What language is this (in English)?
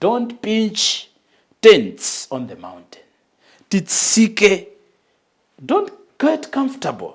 Nyanja